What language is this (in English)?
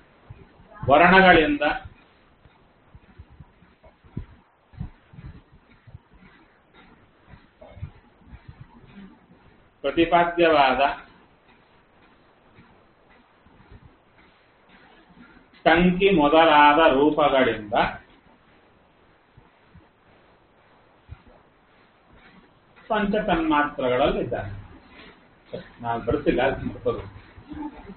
Kannada